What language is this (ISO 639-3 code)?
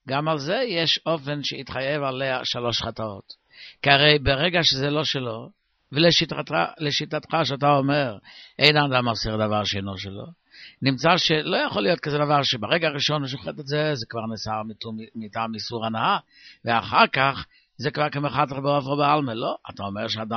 heb